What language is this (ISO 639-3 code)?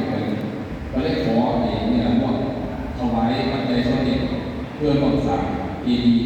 tts